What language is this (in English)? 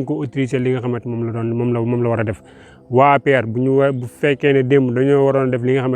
Wolof